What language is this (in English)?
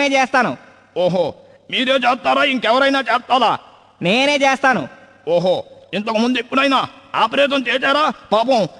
Telugu